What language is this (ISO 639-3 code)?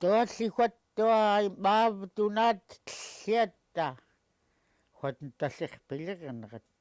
esu